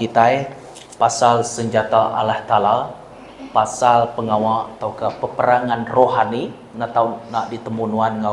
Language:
Iban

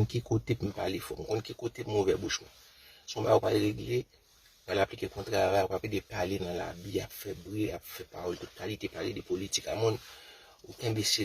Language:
Haitian Creole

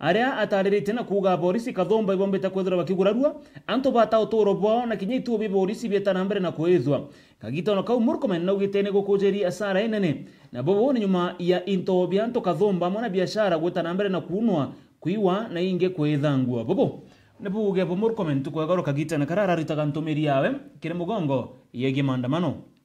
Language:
Meru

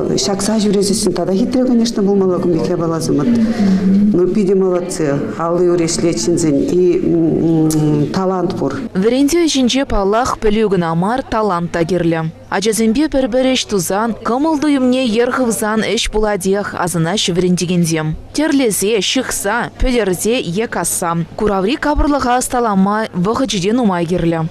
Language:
Chuvash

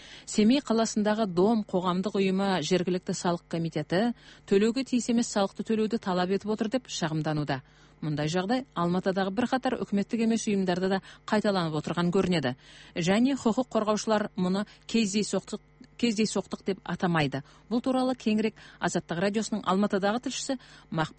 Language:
Kazakh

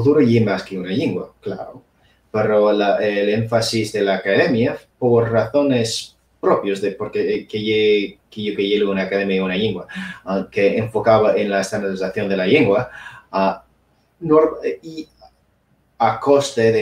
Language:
Asturian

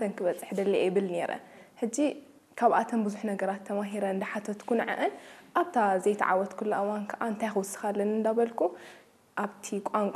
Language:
Tigrinya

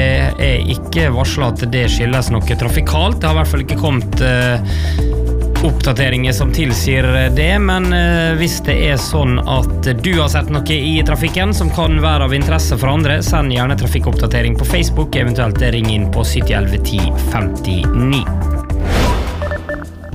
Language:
Norwegian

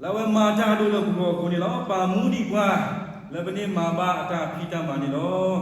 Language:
S'gaw Karen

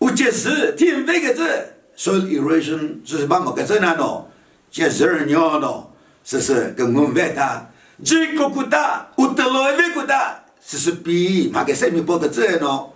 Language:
Chokri Naga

